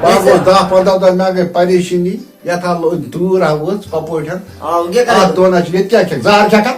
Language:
Kashmiri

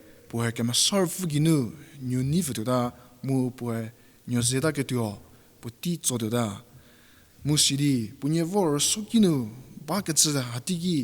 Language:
Angami Naga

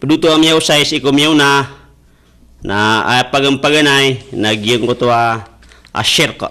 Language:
Maranao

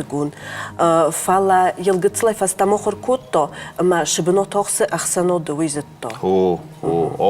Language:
Ossetic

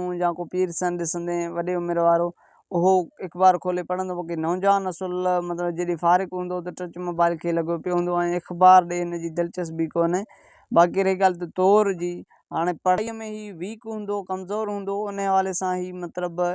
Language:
Sindhi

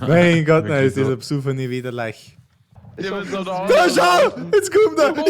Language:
Bavarian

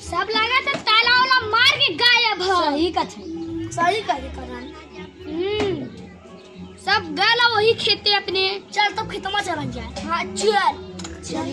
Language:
Awadhi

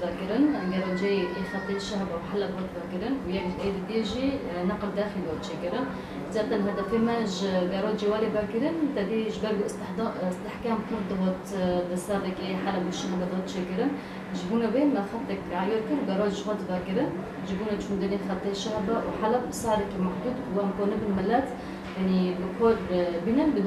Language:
Kurdish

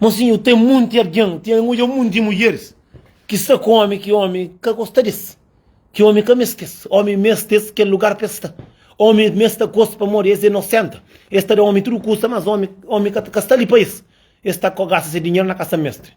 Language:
Kabuverdianu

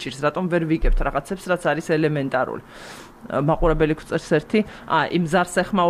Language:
Georgian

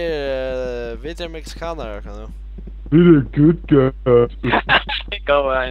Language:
Faroese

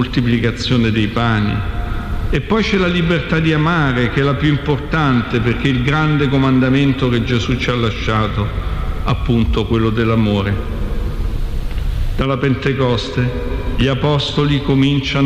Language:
Italian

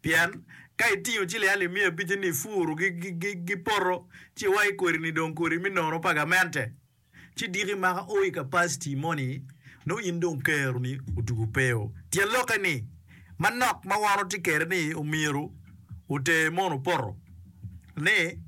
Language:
Acoli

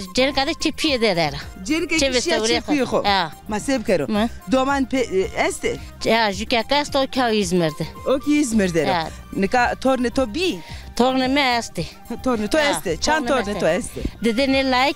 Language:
Zaza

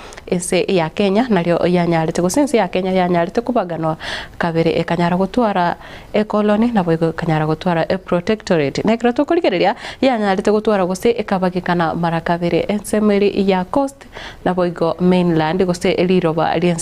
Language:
Gusii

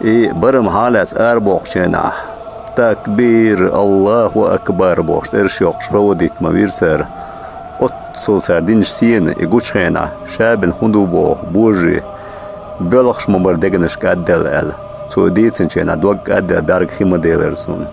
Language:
Ingush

